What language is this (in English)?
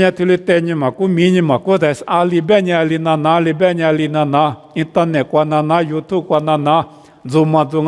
Lisu